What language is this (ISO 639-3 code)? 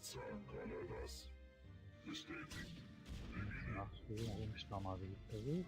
gsw